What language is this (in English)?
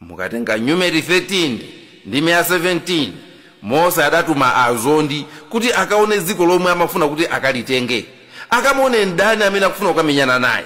Nyanja